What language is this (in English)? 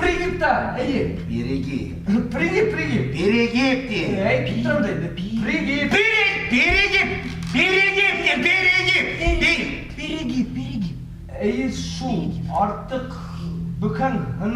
Bashkir